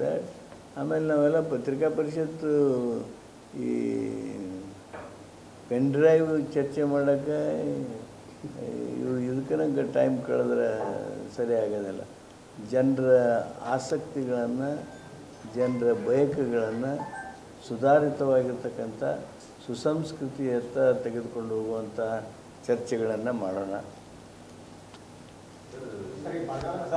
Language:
Kannada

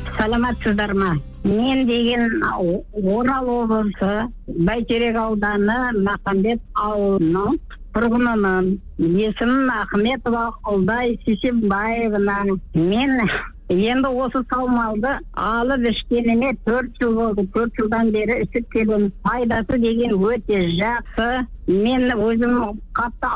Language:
Kazakh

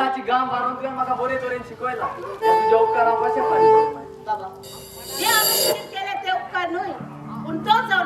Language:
Konkani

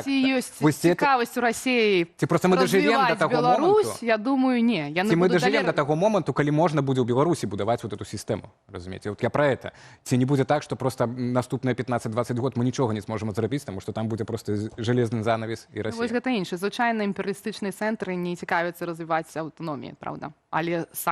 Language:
Belarusian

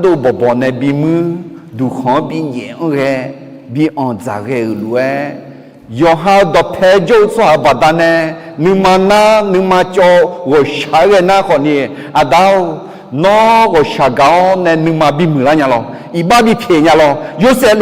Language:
Akha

